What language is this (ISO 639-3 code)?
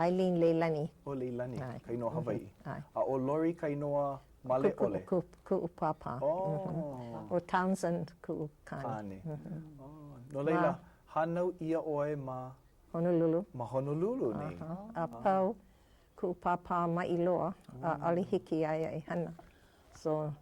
haw